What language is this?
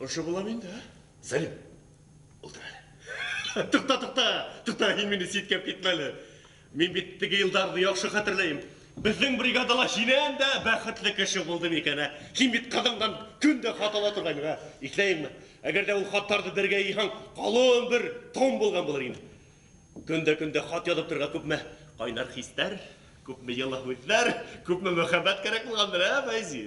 Bashkir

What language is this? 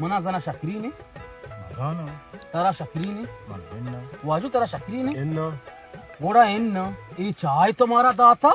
Baluchi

